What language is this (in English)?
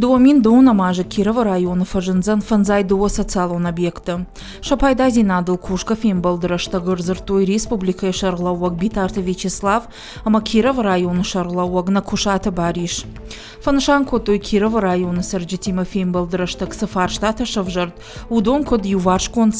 Ossetic